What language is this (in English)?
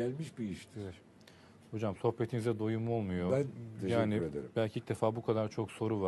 Turkish